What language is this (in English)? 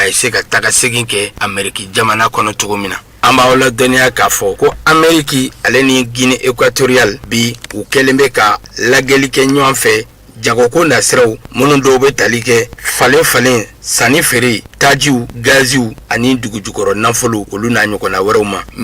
Bambara